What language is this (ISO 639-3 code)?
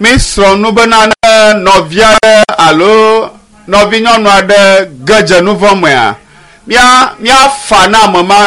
ewe